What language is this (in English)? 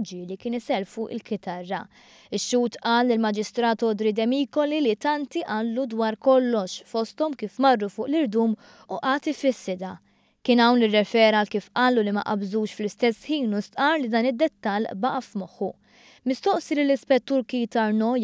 Maltese